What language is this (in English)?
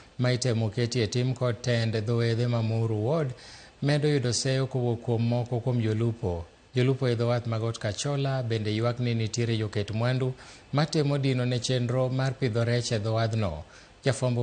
Luo (Kenya and Tanzania)